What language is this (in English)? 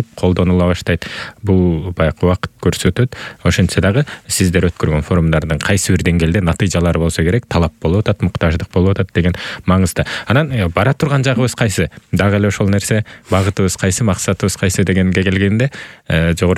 Kyrgyz